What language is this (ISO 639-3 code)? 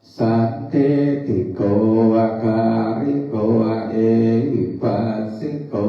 pli